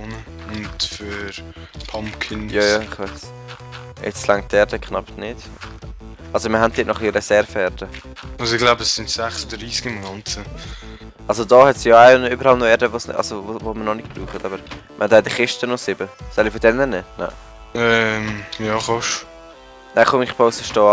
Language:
Swiss German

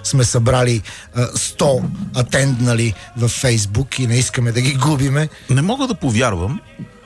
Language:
Bulgarian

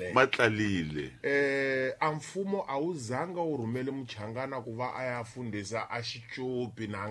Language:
Tsonga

